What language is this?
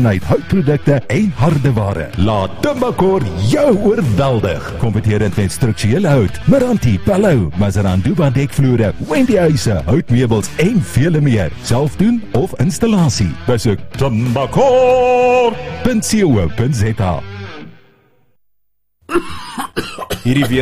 Afrikaans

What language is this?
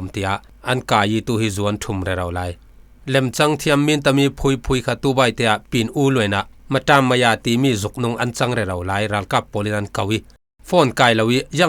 Falam Chin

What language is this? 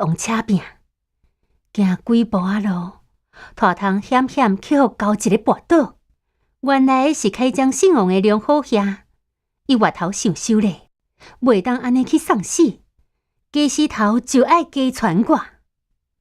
Min Nan Chinese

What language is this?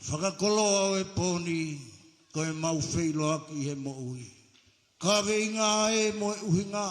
Tongan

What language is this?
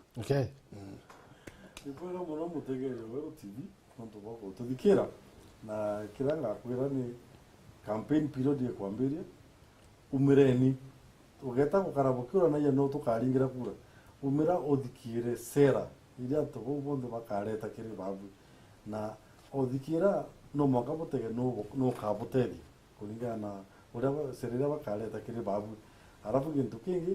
Meru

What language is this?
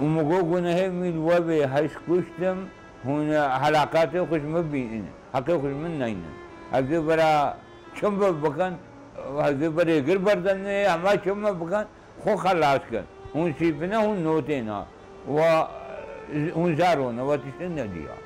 Kurdish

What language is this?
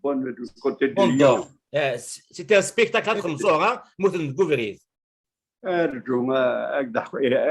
Kabyle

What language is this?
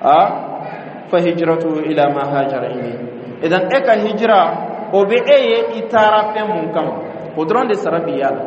Bambara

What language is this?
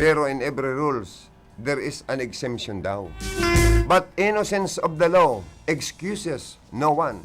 Bikol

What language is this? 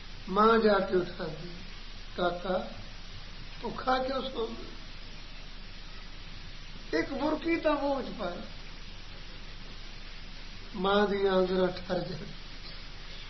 Punjabi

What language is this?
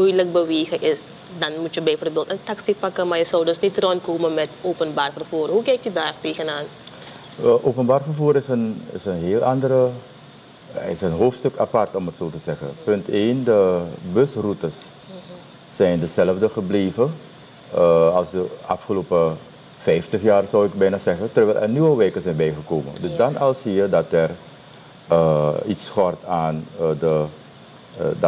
Dutch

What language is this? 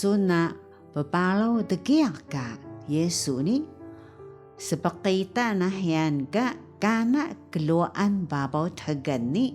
Taroko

